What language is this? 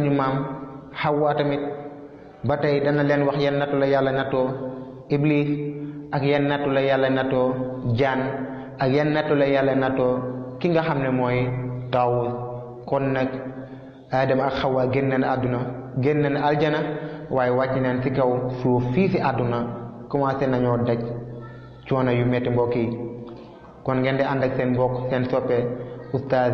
Wolof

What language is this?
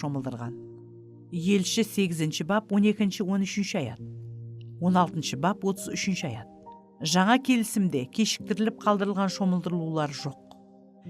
Kara-Kalpak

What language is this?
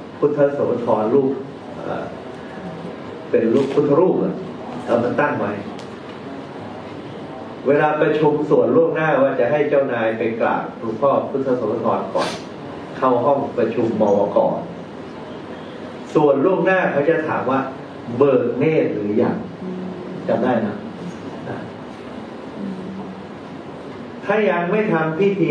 Thai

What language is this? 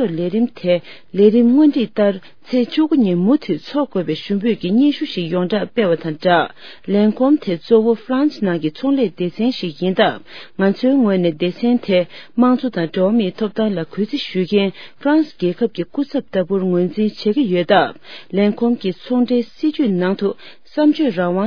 Tibetan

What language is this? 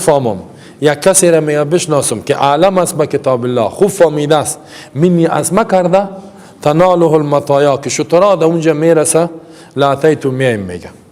Persian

